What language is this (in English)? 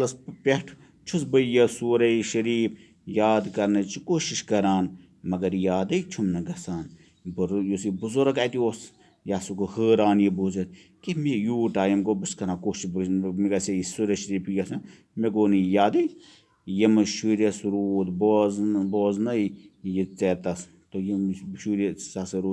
Kashmiri